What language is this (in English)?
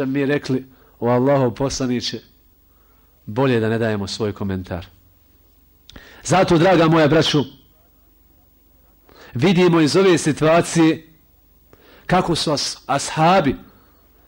Bosnian